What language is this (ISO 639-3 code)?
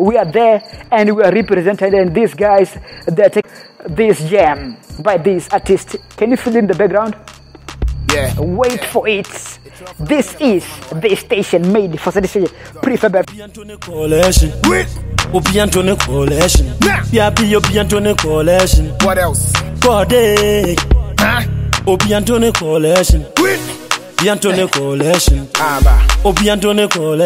eng